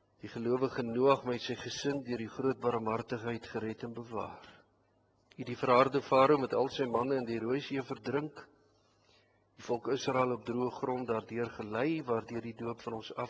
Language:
Afrikaans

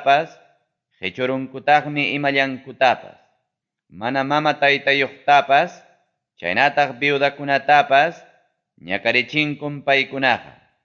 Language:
Ayacucho Quechua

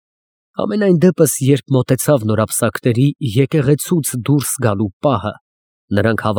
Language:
Armenian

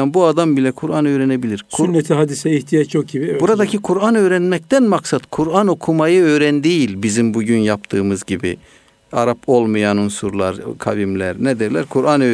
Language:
Turkish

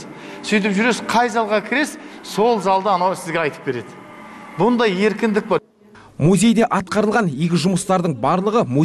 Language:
Kazakh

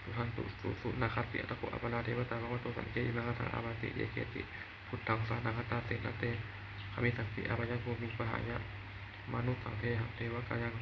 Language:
Pali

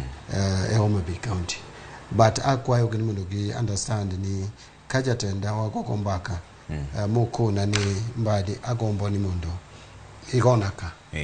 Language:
Luo (Kenya and Tanzania)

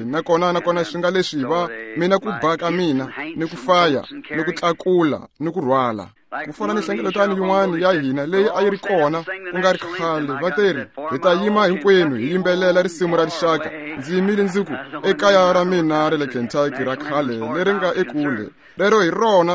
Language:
Tsonga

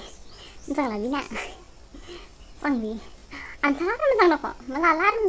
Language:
Dimasa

